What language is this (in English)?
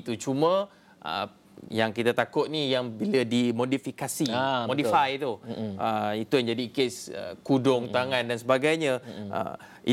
Malay